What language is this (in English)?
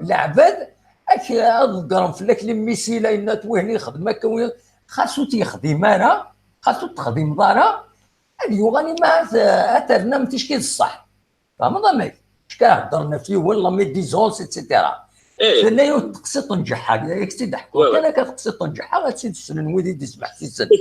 Kabyle